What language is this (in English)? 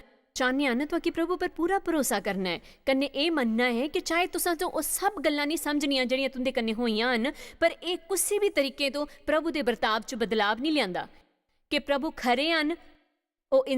Dogri